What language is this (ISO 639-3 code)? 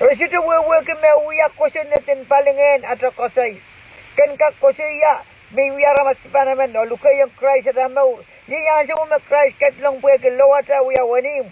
pon